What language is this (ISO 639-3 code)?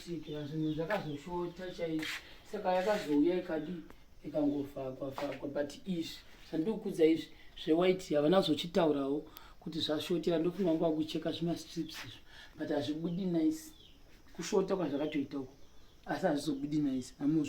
sna